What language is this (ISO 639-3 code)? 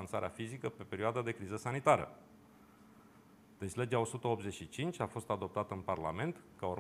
ron